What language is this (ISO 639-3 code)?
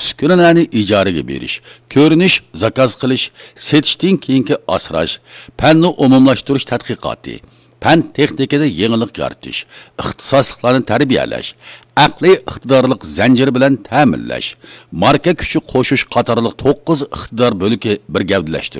uig